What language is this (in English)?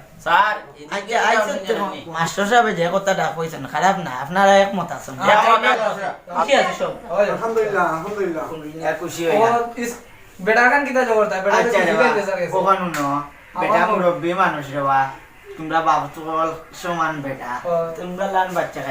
Sylheti